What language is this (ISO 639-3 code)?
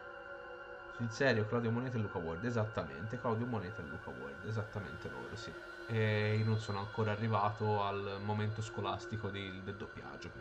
ita